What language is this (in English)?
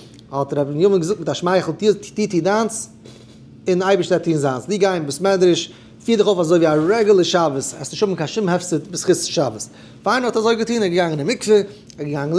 Yiddish